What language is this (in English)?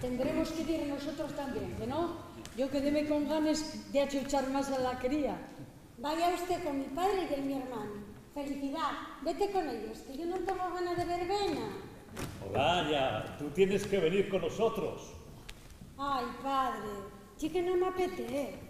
Asturian